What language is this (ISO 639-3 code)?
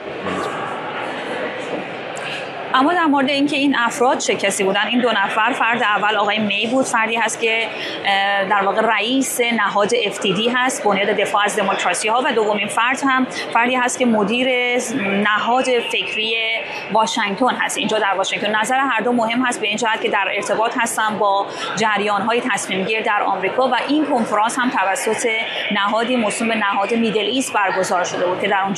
fas